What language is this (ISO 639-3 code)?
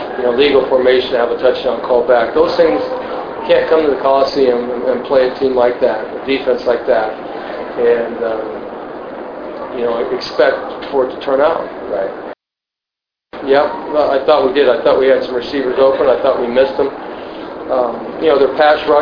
eng